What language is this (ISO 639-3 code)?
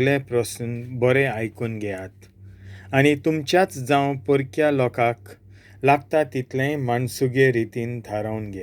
kok